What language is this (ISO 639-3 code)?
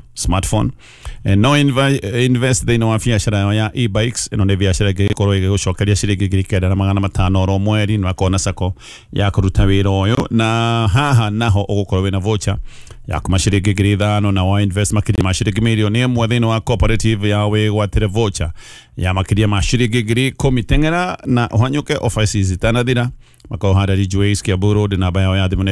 kik